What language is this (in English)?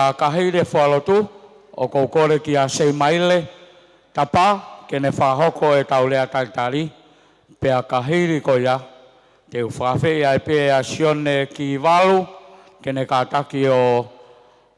Tongan